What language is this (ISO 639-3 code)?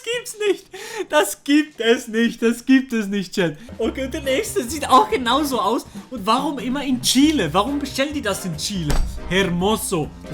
gsw